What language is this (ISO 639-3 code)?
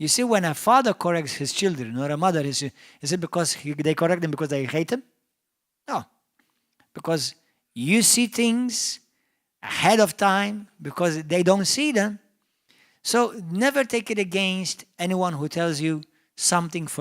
eng